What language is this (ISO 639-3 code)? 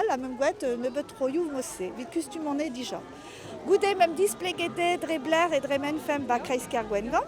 bre